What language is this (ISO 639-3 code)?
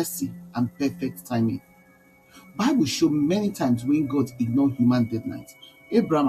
pcm